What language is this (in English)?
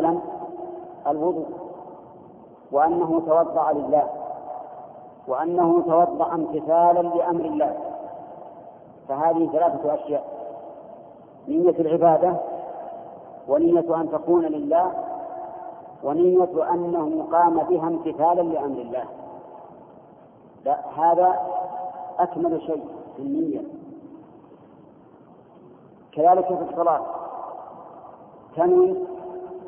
Arabic